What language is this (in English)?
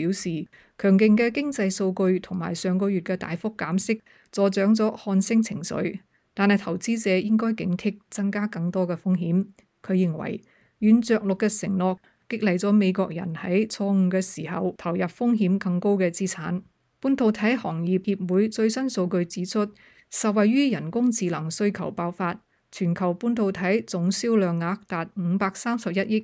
Cantonese